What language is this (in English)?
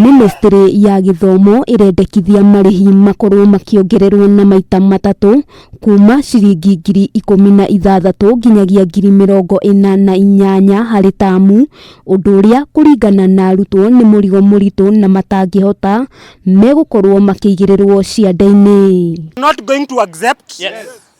Kikuyu